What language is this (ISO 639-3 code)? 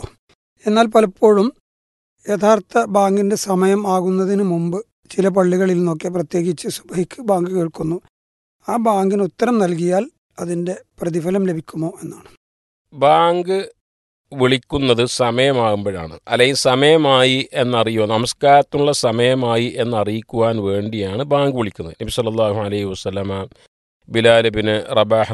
mal